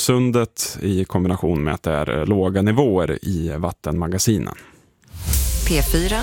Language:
Swedish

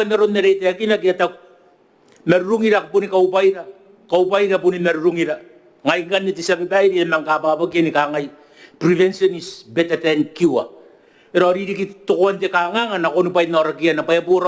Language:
Gilbertese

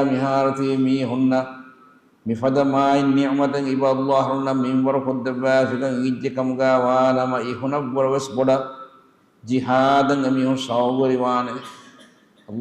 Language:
Divehi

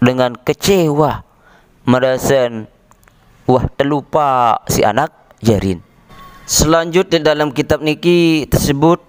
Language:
Sasak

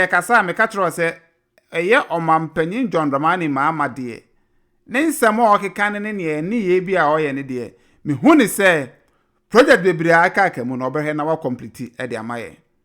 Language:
Akan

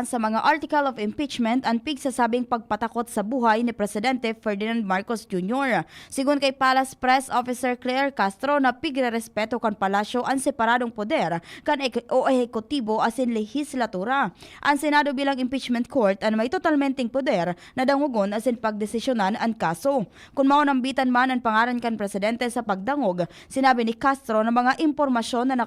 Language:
Bikol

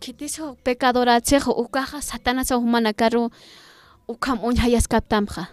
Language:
Aymara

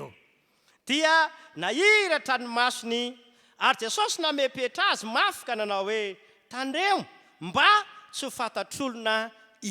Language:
Malagasy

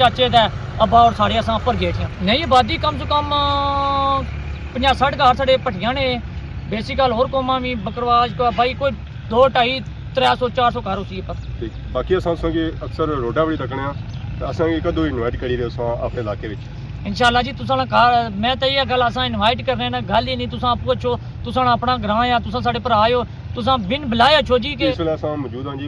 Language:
Pahari-Potwari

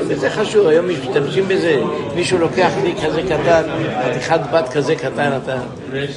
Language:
Hebrew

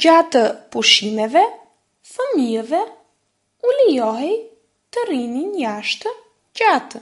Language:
Albanian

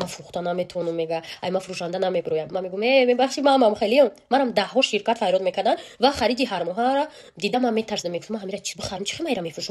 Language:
Tajik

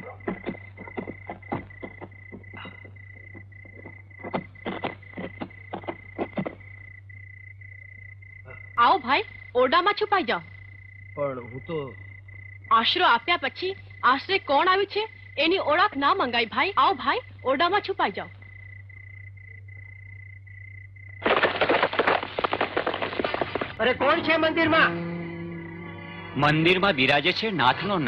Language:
Gujarati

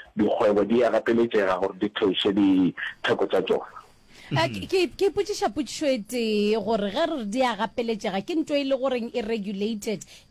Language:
Northern Sotho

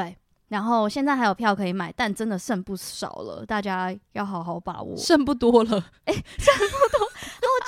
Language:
Chinese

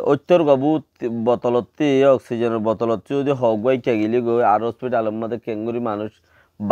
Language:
Rohingya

